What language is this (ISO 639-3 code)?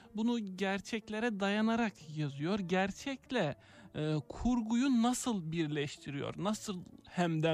tur